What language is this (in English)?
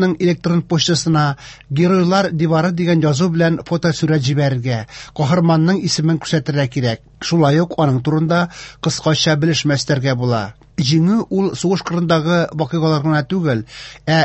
Tatar